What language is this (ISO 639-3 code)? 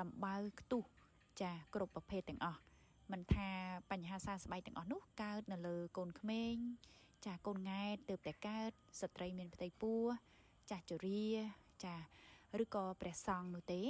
khm